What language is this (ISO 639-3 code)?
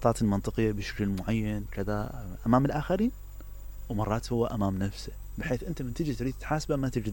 acm